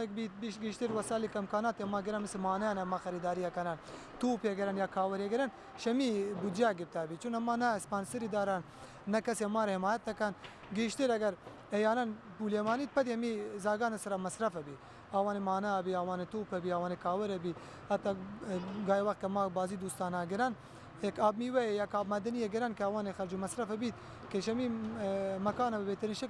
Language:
Baluchi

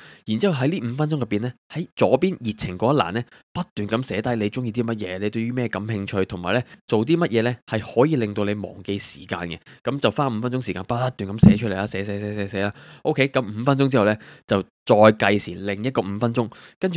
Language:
Cantonese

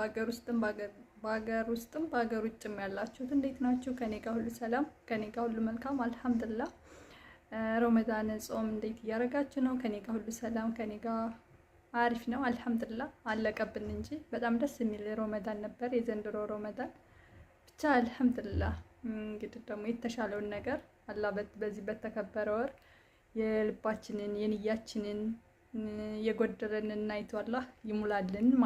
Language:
Amharic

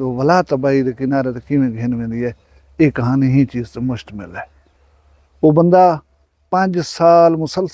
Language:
Saraiki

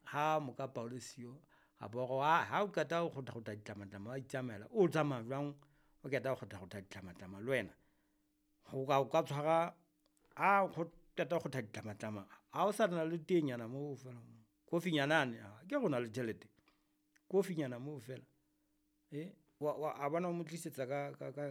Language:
Southern Sotho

